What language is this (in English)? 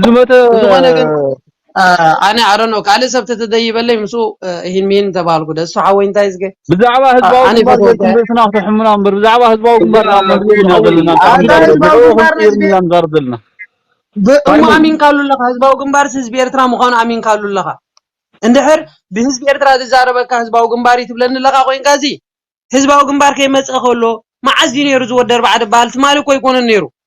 Tigrinya